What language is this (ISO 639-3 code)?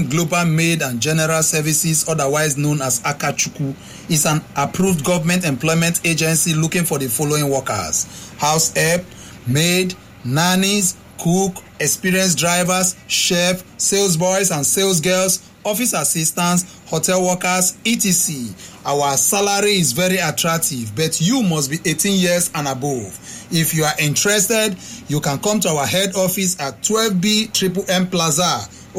eng